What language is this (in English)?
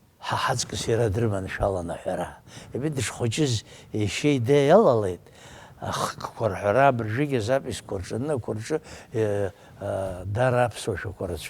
Abkhazian